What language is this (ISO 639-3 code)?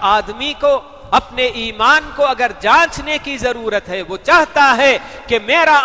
urd